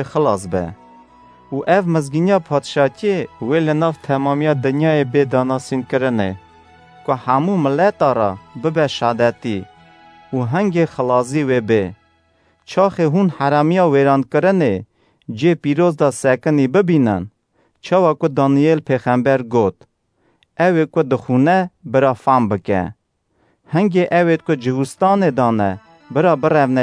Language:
Kurdish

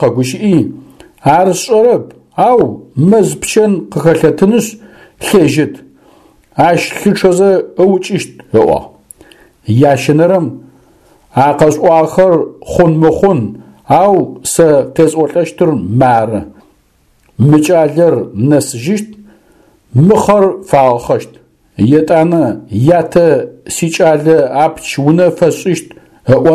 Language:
Adyghe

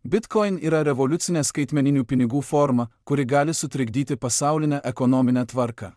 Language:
Lithuanian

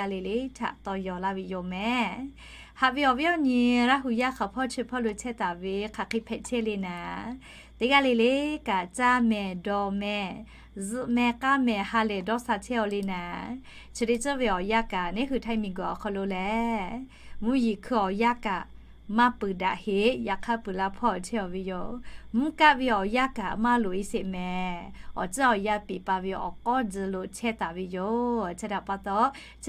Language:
Lahu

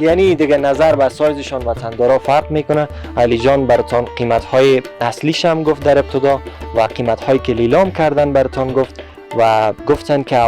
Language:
Persian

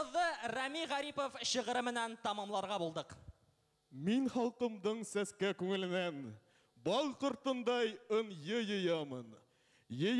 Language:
Bashkir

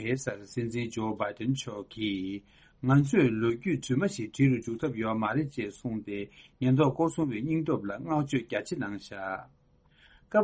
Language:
Tibetan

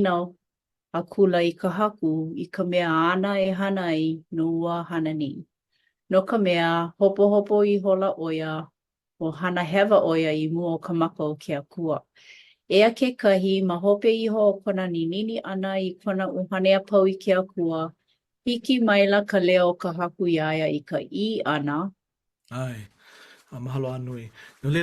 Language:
Hawaiian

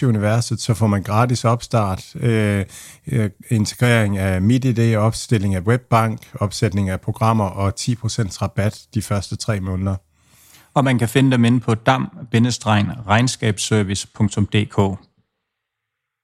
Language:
Danish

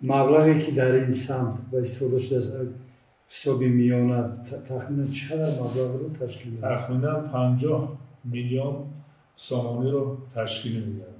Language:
Tajik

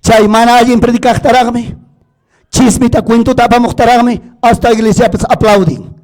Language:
Ayacucho Quechua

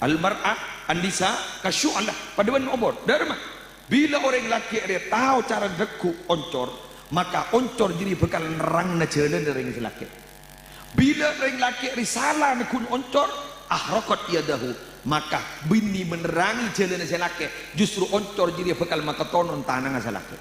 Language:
Madurese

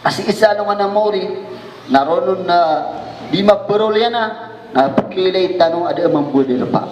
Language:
Maranao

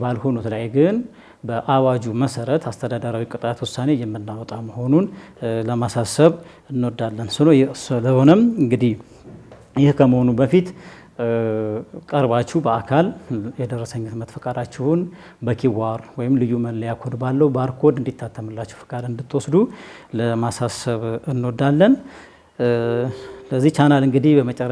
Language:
Amharic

